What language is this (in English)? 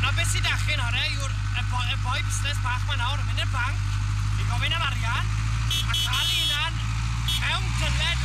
Welsh